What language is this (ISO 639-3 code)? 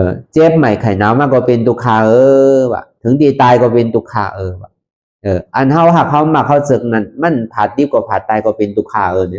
shn